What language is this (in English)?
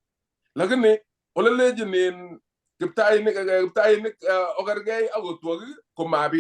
Kalenjin